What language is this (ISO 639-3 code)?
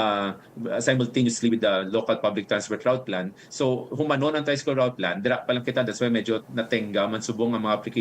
hil